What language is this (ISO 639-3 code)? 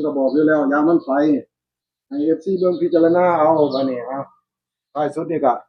tts